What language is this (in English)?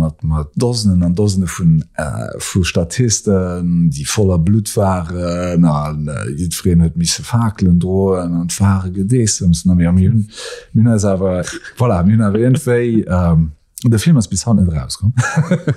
Luxembourgish